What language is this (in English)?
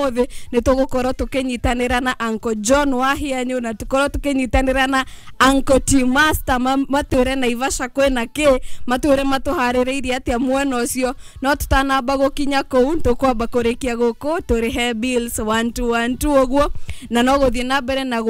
Kikuyu